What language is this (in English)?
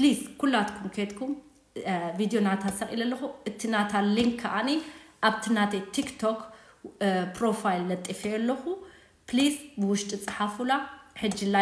Tigrinya